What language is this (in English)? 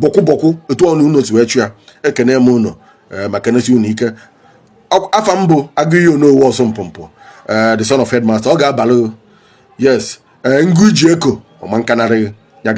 Igbo